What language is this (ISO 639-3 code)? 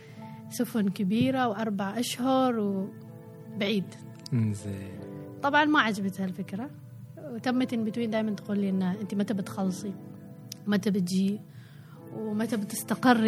afb